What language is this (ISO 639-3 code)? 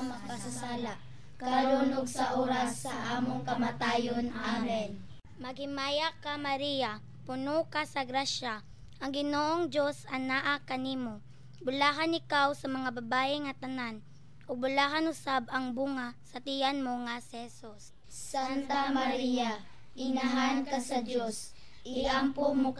ceb